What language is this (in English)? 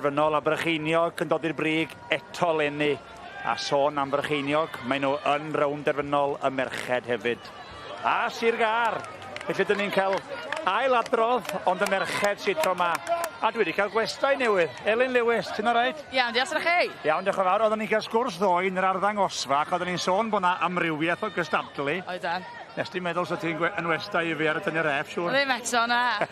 Welsh